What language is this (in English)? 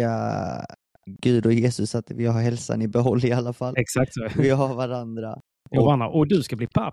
Swedish